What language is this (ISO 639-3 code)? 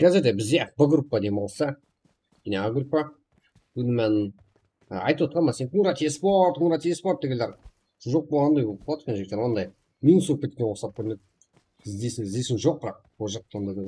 kaa